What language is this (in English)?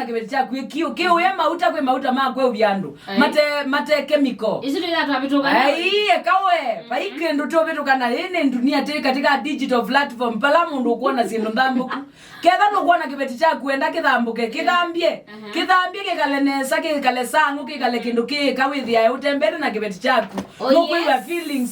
Kamba